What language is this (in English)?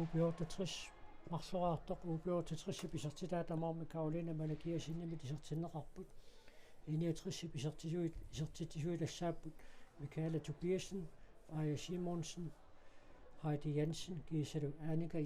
Kalaallisut